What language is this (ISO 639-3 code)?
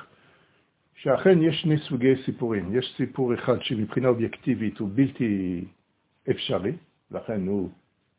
heb